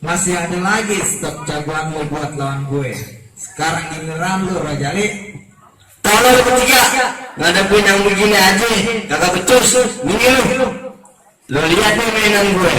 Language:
Betawi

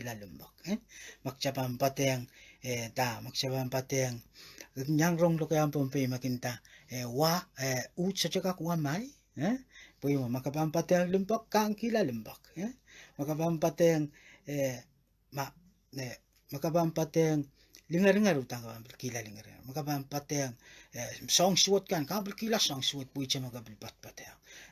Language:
Pohnpeian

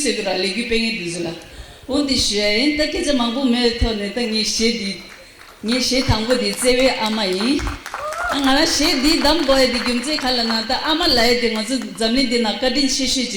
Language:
Tibetan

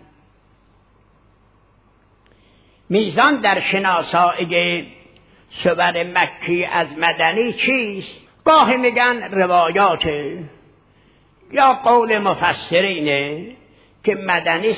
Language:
Persian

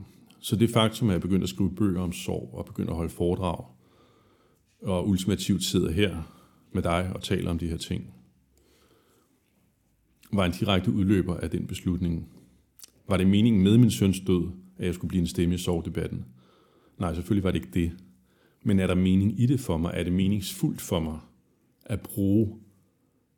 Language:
Danish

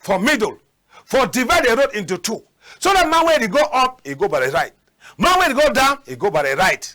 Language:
Cameroon Pidgin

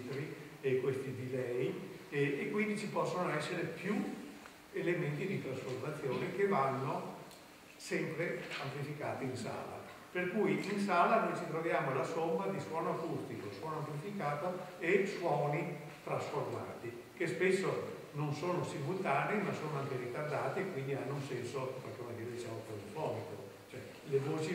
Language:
Italian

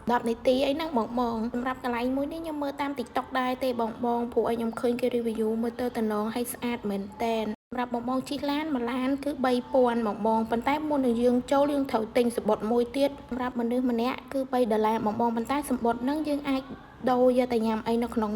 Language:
Khmer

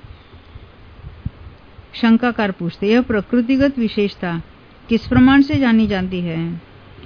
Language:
Hindi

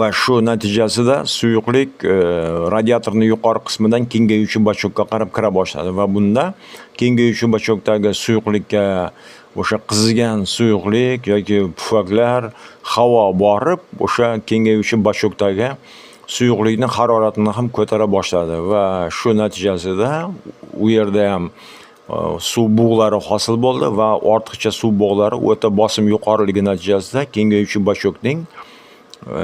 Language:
Uzbek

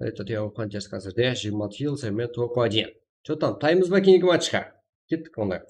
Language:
Kara-Kalpak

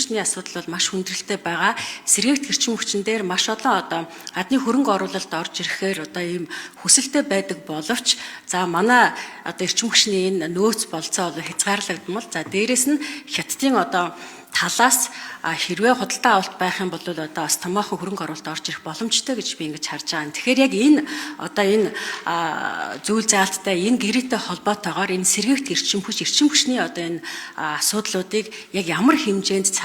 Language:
Mongolian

